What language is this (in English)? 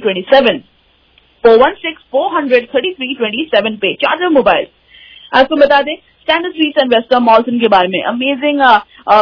Punjabi